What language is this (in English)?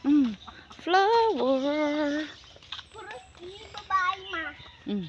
Cebuano